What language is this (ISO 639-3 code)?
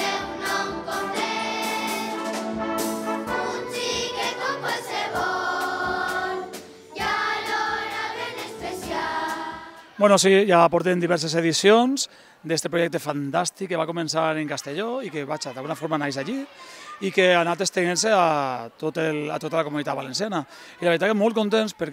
cat